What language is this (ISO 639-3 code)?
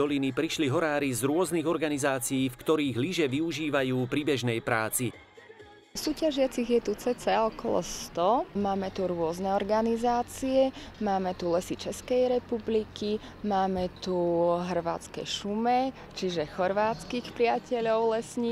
slk